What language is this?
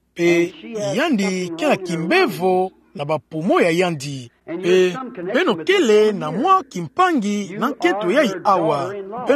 Kituba (Democratic Republic of Congo)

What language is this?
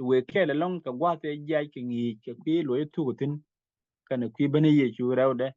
Nuer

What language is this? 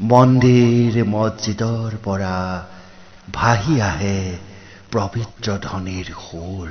Assamese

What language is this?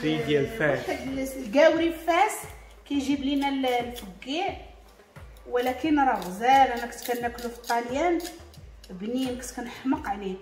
Moroccan Arabic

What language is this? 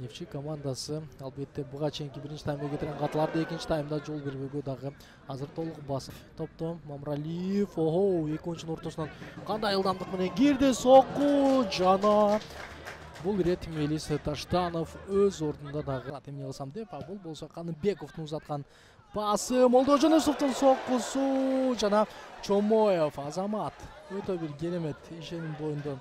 Kyrgyz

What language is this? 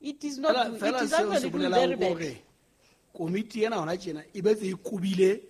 Southern Sotho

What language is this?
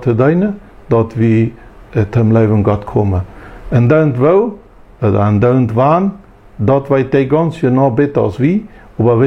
Plautdietsch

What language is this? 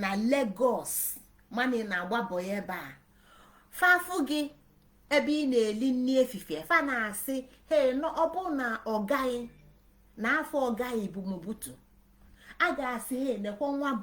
Igbo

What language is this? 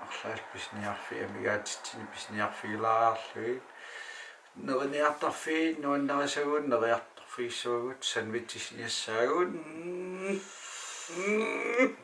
Kalaallisut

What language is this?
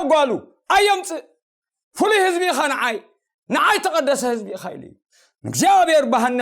Tigrinya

